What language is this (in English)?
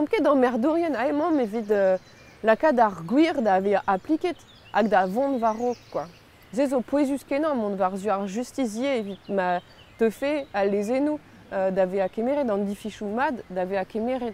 Breton